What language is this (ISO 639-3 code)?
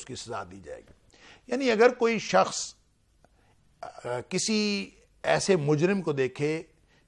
urd